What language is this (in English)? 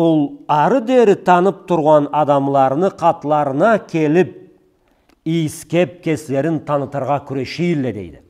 Karachay-Balkar